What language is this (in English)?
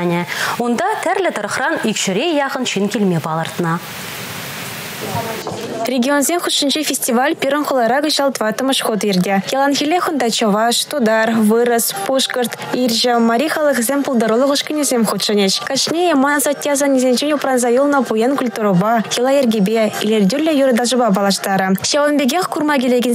Chuvash